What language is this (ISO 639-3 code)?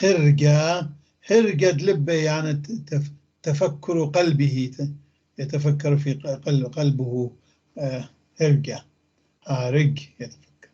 apc